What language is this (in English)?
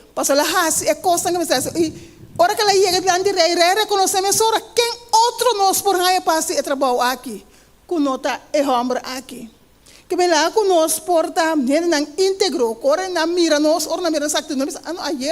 Papiamento